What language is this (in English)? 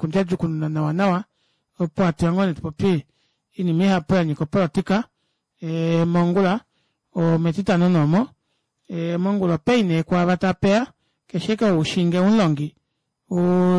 Kuanyama